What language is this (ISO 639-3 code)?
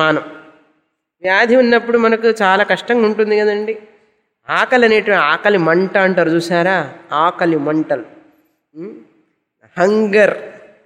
tel